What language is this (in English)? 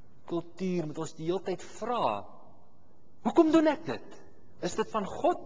Afrikaans